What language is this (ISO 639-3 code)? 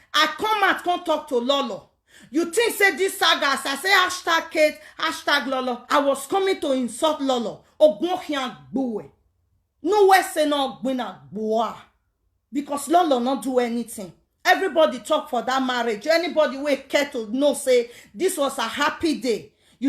pcm